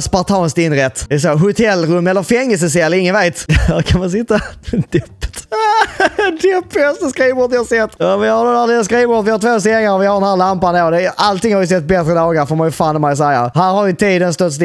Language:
Swedish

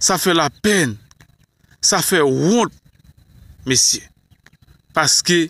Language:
Haitian Creole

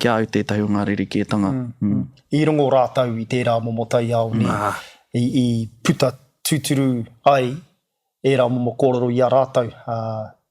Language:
Māori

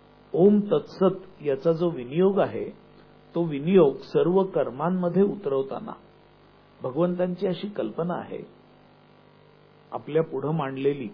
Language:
Marathi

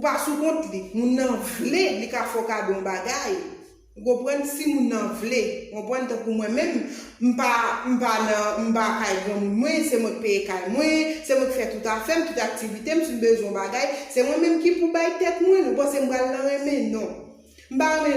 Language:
Haitian Creole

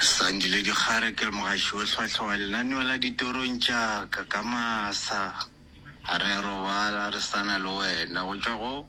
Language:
Northern Sotho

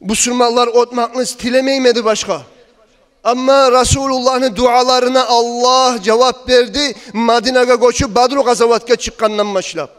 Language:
Kumyk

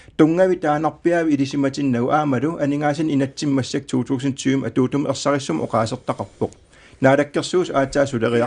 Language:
Kalaallisut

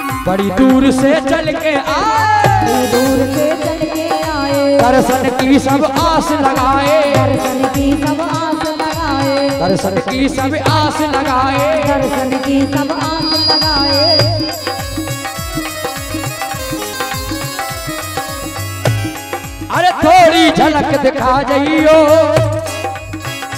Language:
Hindi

